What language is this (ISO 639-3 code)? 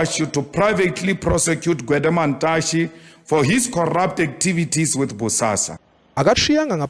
zul